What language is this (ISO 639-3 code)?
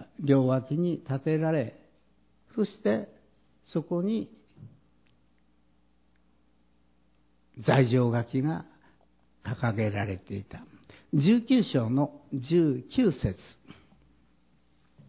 jpn